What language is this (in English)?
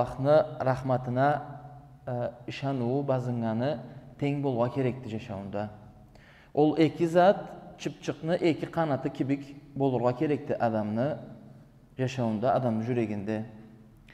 Karachay-Balkar